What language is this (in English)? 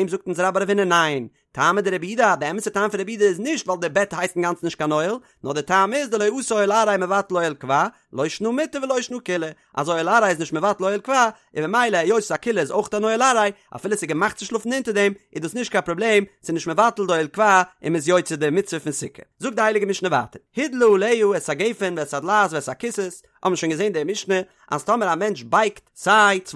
Yiddish